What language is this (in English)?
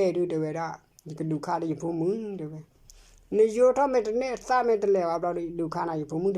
S'gaw Karen